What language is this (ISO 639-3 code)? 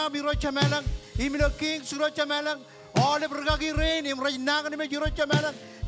mah